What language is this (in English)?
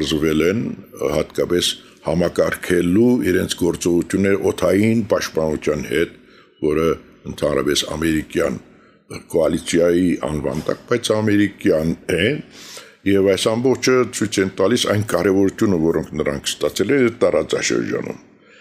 Armenian